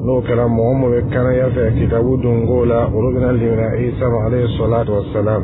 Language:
Dyula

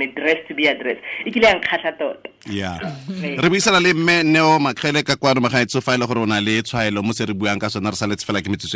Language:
Tswana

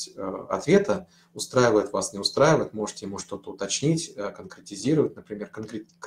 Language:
Russian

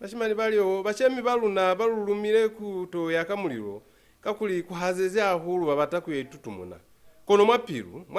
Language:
Lozi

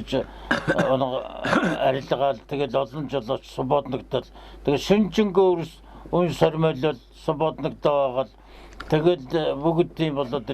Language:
Mongolian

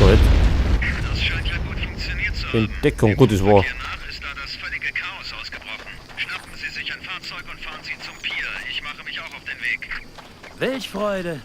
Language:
Bavarian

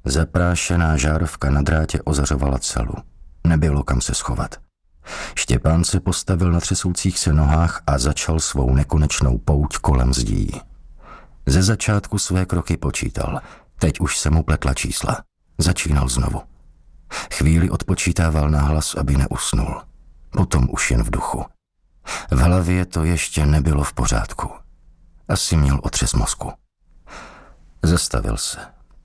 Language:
Czech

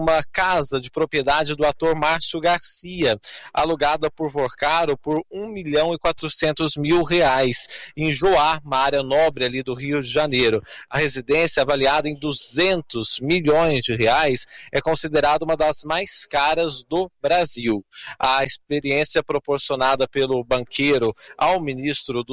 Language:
Portuguese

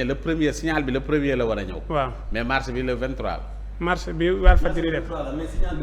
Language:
Wolof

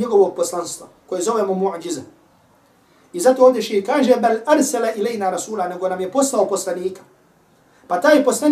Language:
Bosnian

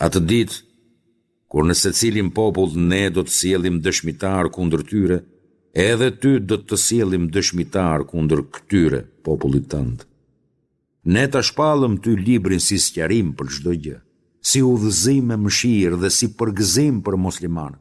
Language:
Albanian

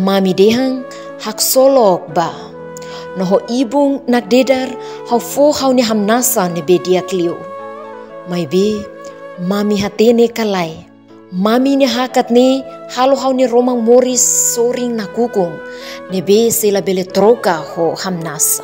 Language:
Tetum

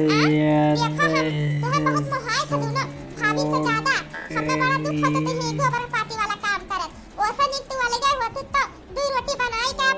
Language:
Awadhi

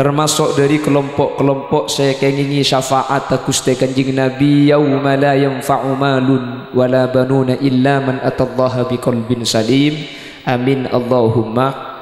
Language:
Madurese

